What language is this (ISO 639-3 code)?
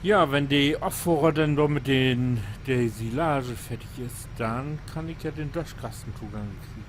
nds